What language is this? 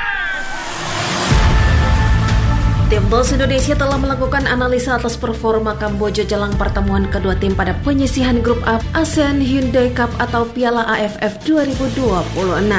Indonesian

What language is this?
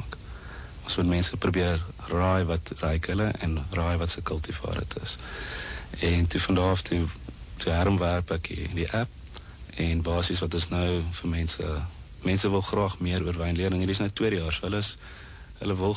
Afrikaans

